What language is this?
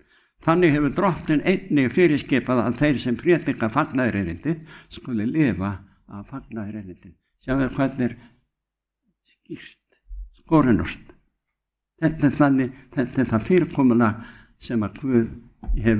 Icelandic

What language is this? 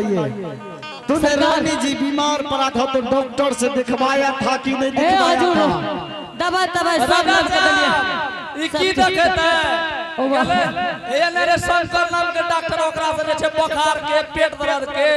Angika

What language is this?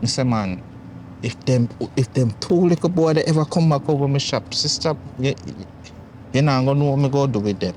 Jamaican Creole English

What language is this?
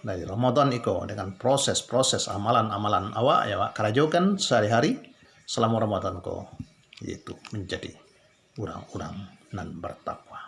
Minangkabau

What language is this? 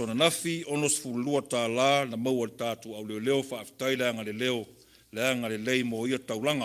Samoan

